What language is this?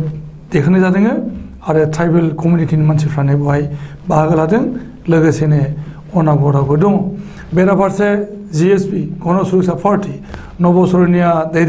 Bodo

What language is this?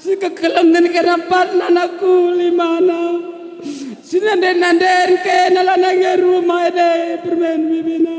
Batak Karo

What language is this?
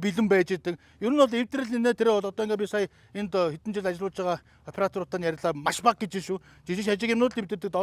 Mongolian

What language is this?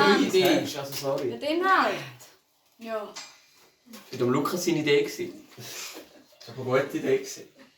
Swiss German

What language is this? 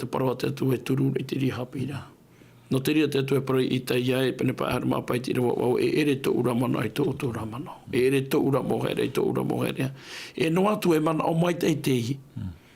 Tahitian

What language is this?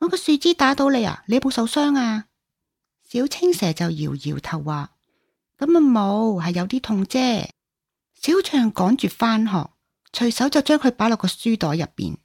Cantonese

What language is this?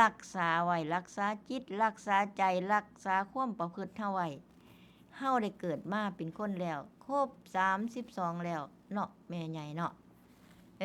Northeastern Thai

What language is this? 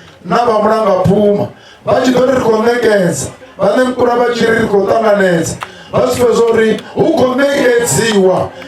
Venda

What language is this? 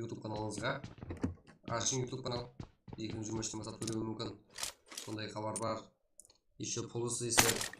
Kara-Kalpak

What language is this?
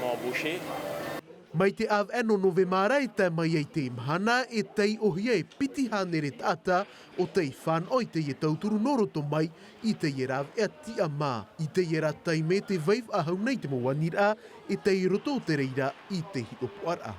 Tahitian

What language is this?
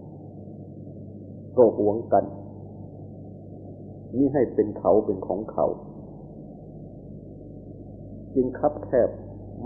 Thai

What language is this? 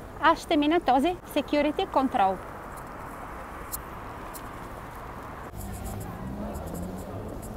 Bulgarian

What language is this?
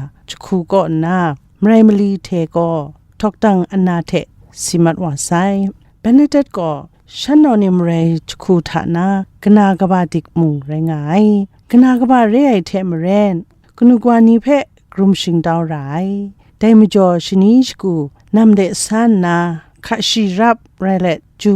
Kachin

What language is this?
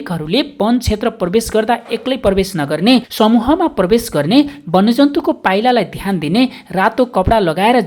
Nepali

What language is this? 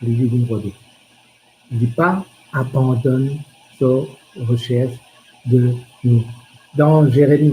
Morisyen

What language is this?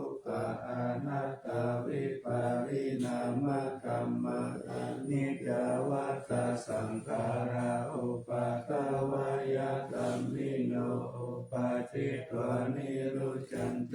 Pali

